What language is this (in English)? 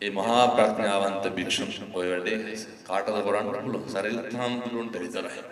Sinhala